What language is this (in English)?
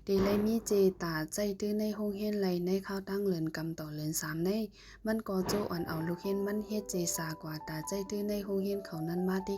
Shan